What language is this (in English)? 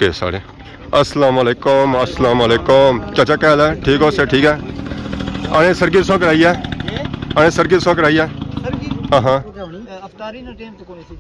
Pahari-Potwari